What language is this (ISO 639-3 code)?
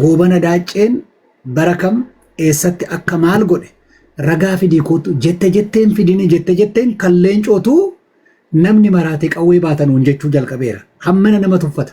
orm